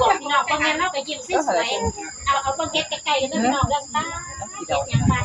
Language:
Northeastern Thai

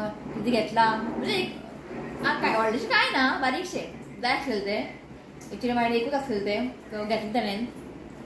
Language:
Konkani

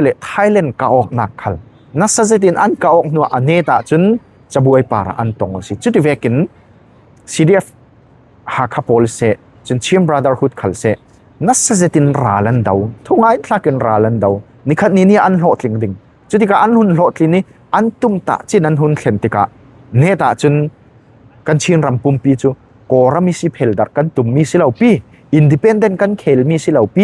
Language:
Falam Chin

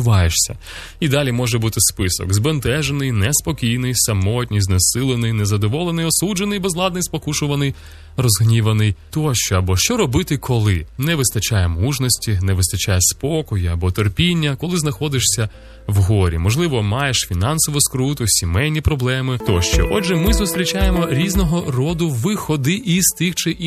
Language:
Ukrainian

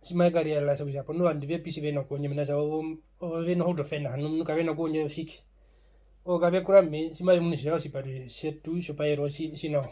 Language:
Herero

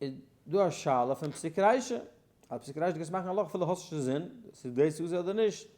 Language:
Yiddish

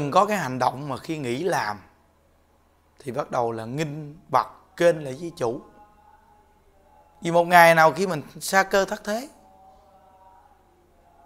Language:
Vietnamese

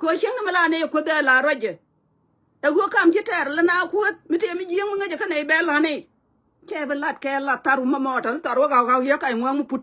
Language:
Nuer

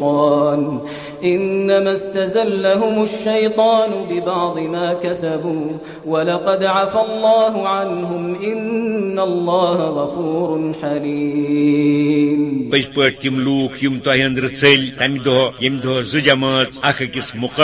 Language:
Kashmiri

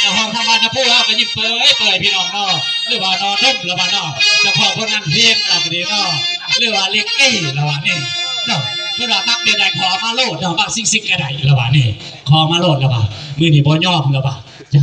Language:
Lao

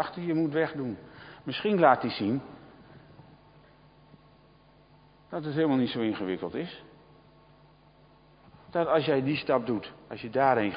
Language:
Dutch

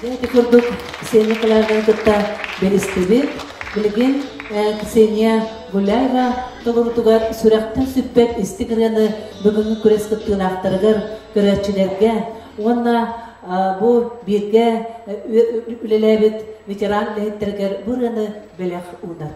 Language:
Yakut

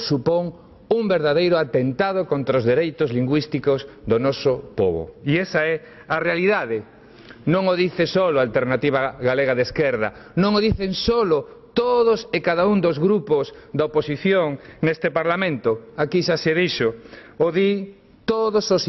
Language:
Galician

